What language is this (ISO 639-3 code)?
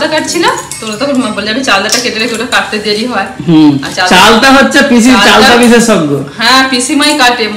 ben